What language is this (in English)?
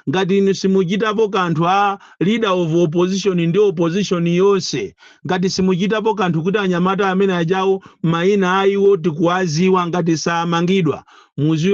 Nyanja